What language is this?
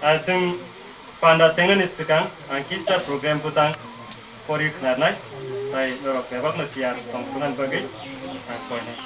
Kok Borok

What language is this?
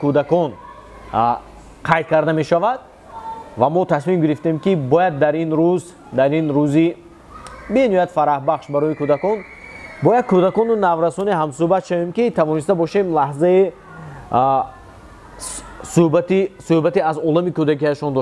Tajik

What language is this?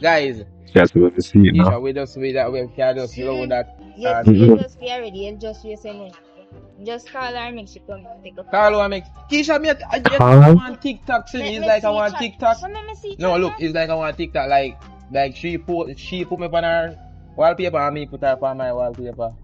Jamaican Creole English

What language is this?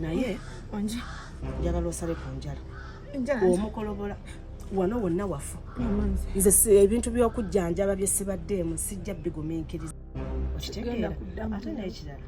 Ganda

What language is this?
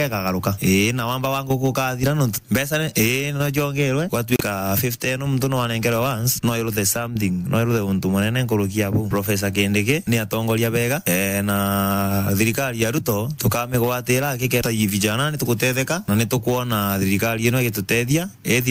Meru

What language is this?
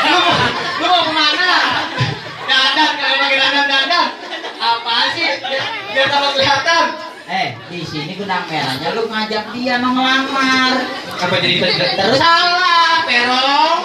Betawi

